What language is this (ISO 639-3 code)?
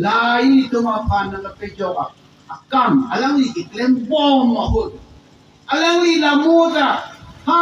mjw